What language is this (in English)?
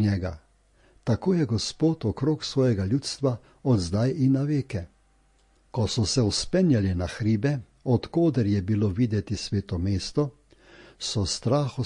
Slovenian